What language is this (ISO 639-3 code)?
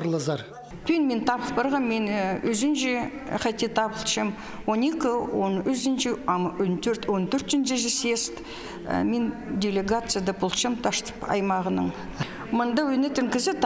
kjh